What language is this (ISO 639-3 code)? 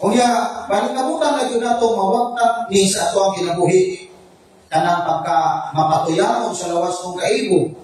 ceb